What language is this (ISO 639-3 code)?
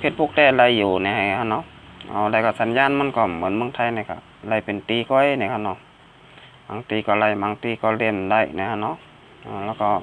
shn